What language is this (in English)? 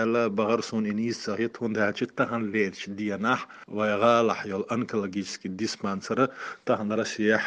Chechen